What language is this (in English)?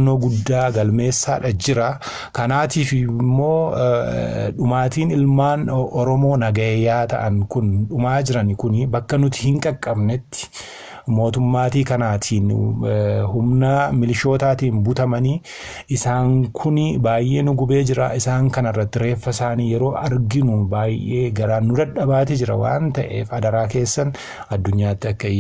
Oromo